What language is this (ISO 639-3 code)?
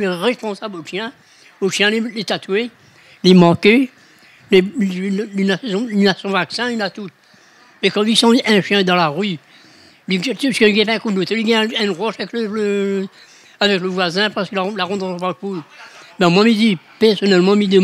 rcf